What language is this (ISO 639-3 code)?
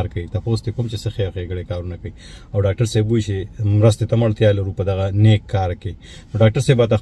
pus